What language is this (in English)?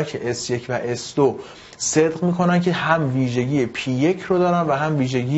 Persian